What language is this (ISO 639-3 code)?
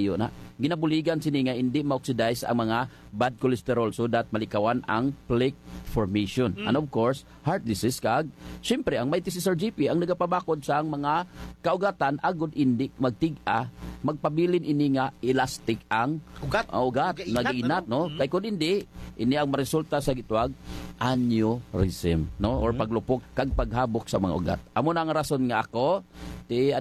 hil